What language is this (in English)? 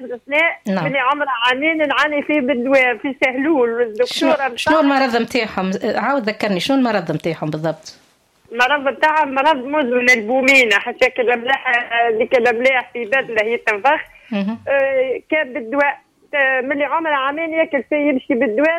Tunisian Arabic